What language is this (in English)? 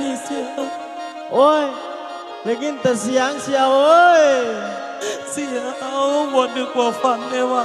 Lao